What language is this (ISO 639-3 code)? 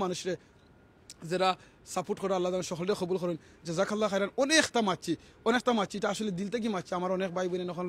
syl